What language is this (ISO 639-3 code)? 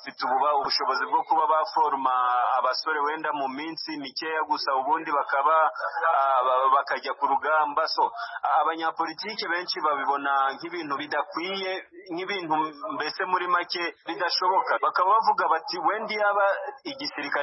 kin